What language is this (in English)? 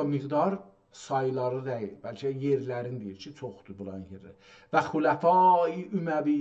South Azerbaijani